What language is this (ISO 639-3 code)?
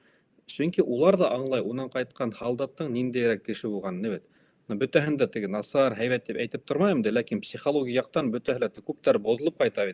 bak